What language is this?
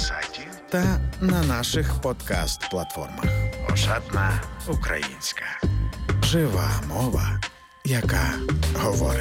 Ukrainian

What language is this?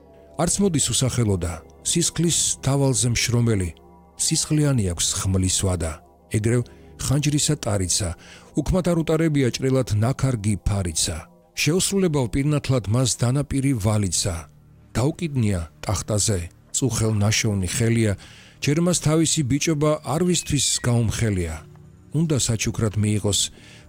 Georgian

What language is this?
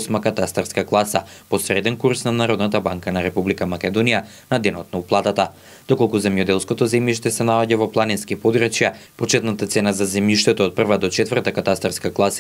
Macedonian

